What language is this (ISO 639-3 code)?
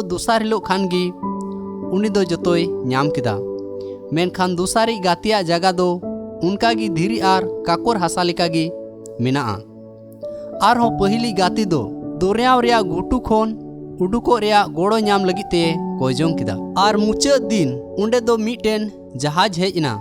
sat